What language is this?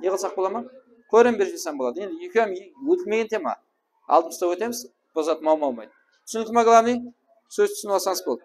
Kara-Kalpak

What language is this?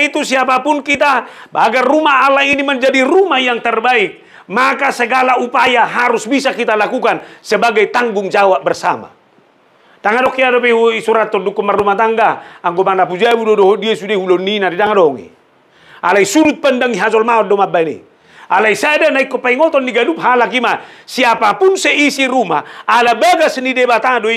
Batak Toba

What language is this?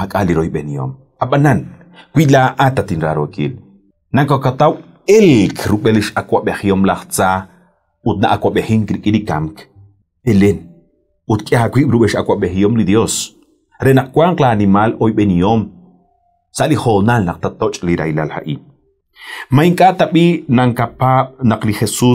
Kekchí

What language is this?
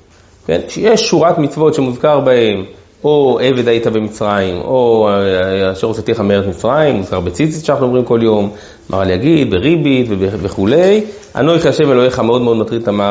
Hebrew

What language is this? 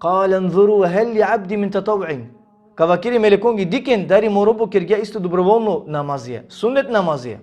Balkan Romani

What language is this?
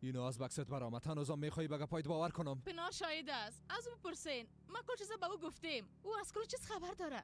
Persian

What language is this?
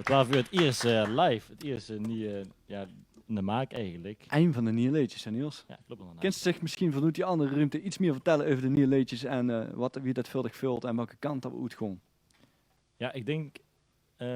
Limburgish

